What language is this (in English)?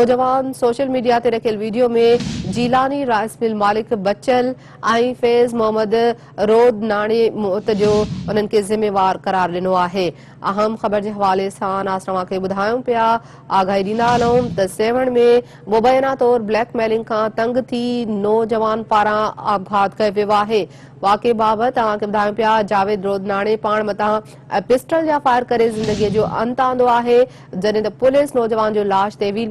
Sindhi